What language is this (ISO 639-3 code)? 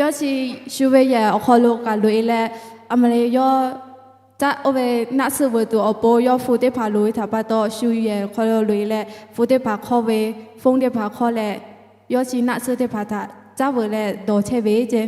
lhu